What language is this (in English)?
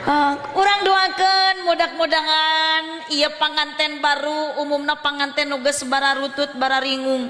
Sundanese